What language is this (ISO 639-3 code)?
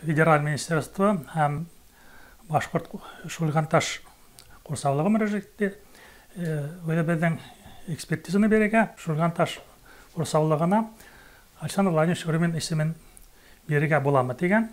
bak